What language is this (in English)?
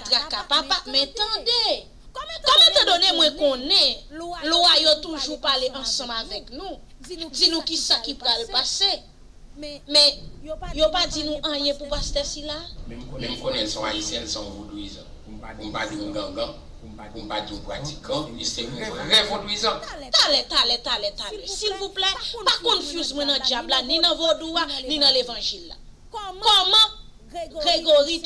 Haitian Creole